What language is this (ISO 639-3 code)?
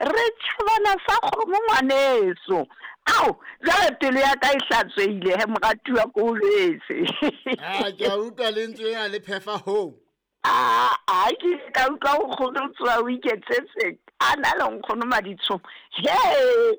sot